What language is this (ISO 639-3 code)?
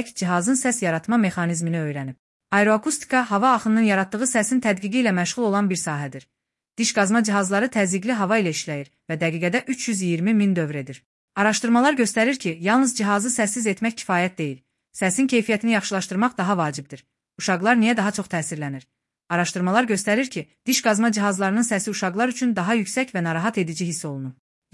aze